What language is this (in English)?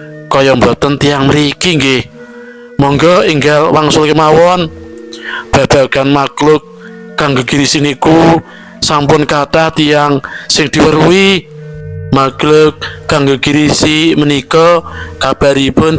Javanese